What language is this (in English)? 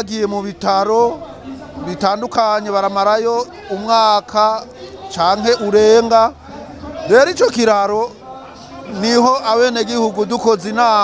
Rundi